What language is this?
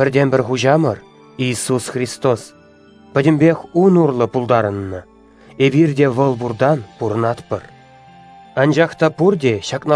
Chuvash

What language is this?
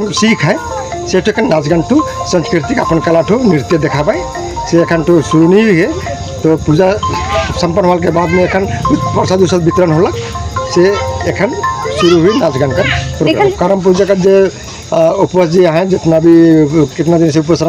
Sadri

